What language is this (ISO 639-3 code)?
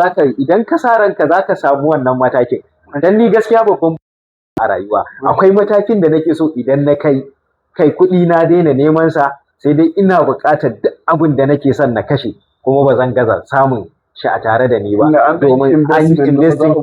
hau